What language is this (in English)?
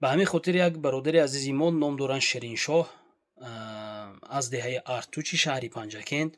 Tajik